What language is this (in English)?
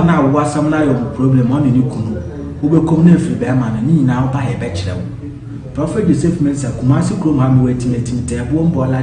Akan